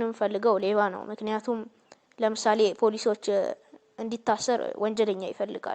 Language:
Amharic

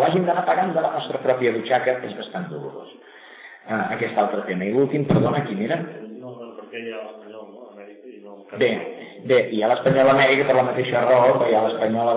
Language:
Catalan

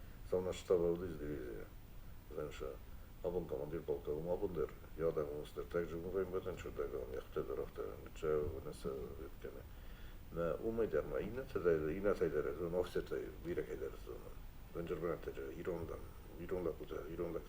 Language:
Ossetic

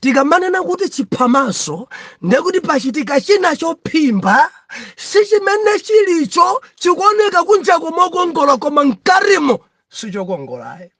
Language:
Nyanja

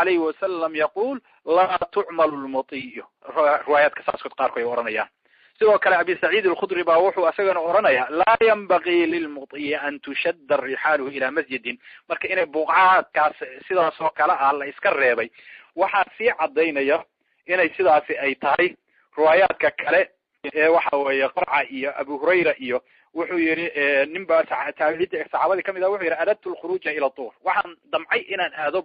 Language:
Somali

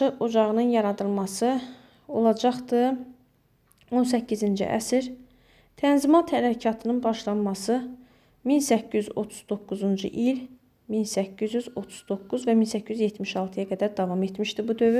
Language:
Azerbaijani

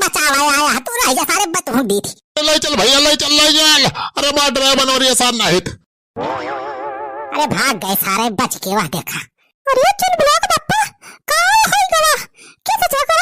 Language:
Awadhi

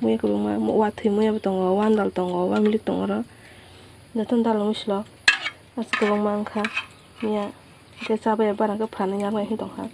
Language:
Kok Borok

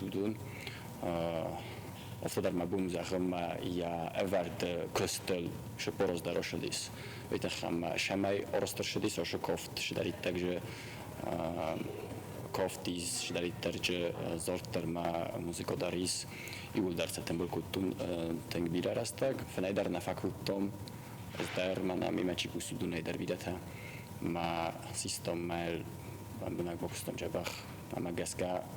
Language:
Ossetic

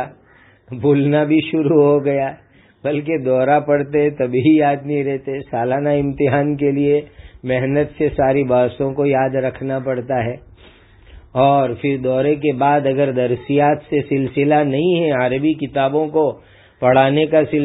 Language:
Urdu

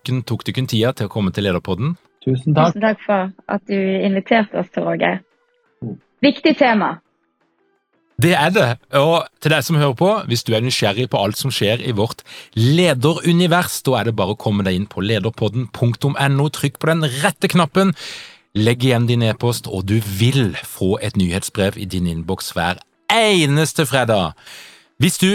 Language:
Norwegian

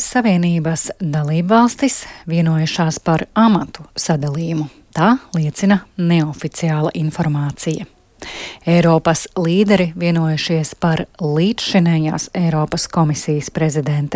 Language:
Latvian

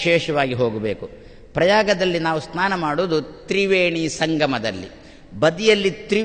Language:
Kannada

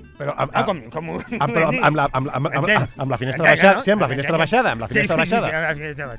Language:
Catalan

